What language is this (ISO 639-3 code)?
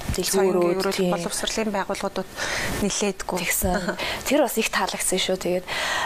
mon